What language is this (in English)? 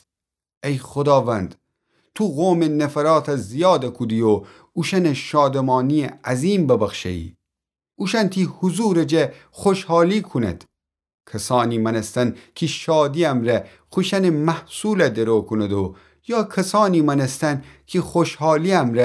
Gilaki